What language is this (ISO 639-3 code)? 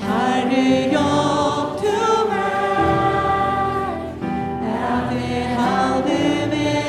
fao